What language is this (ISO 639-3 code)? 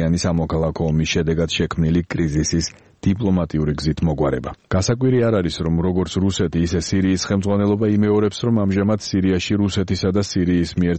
kat